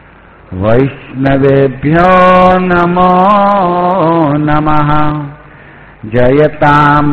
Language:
Hindi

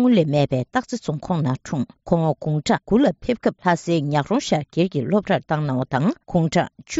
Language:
Tibetan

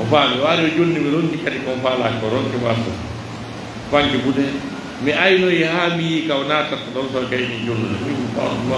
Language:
Pular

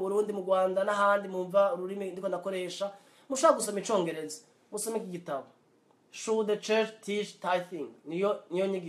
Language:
Rundi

